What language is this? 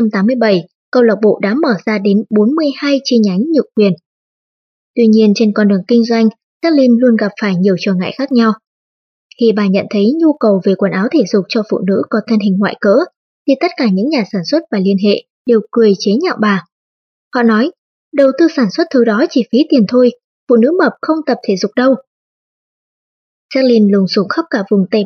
Vietnamese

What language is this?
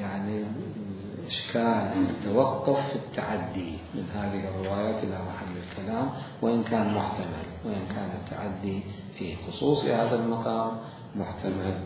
Mesopotamian Arabic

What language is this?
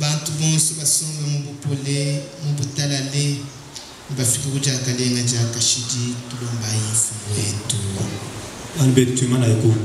Luba-Lulua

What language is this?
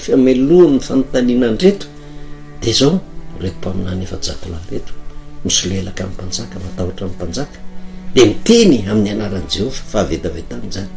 Malagasy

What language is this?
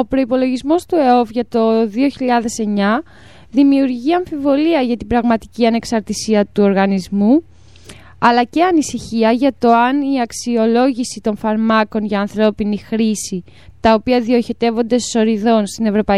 Greek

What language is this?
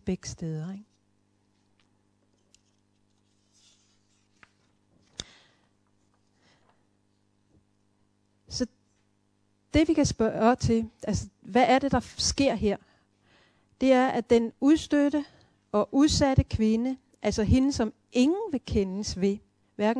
Danish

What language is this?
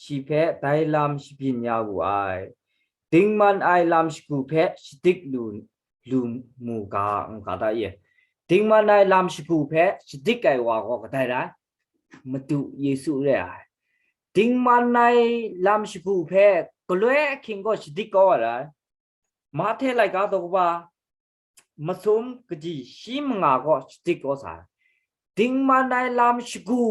Kachin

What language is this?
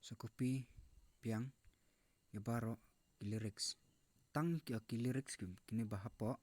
Khasi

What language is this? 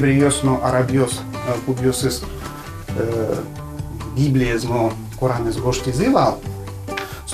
Udmurt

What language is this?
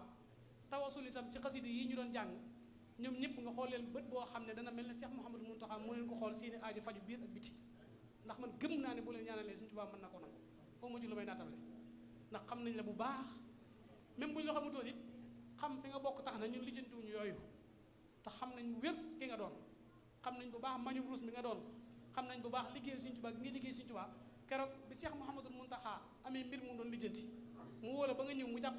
Wolof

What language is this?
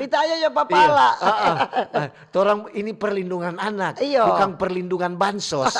Manado Malay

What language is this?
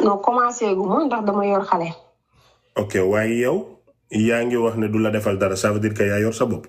Wolof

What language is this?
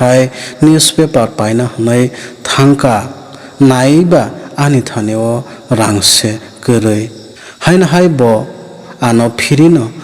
Kok Borok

